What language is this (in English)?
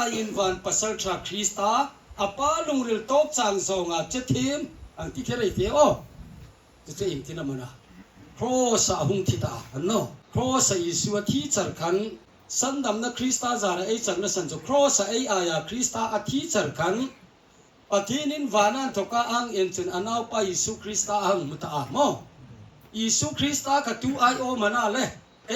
Hmar